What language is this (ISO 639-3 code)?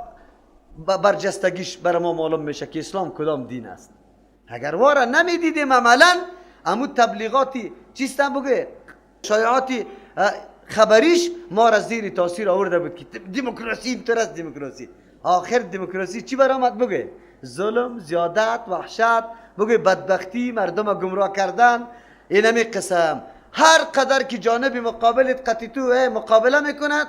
fas